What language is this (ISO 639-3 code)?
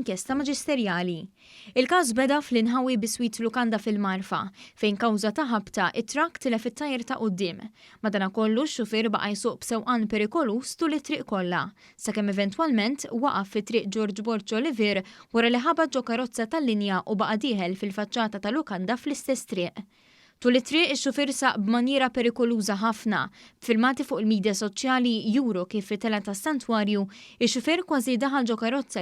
mlt